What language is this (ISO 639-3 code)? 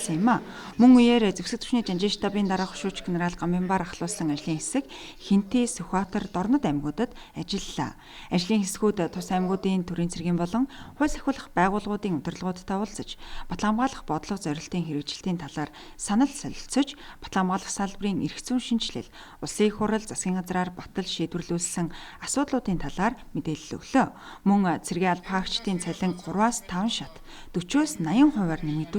mon